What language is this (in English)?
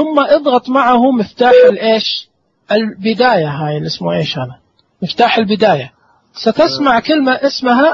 Najdi Arabic